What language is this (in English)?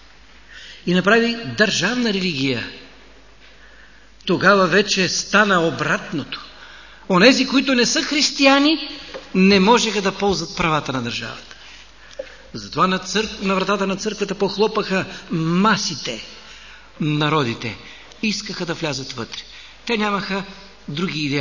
Bulgarian